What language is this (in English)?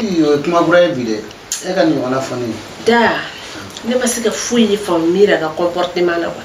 Bambara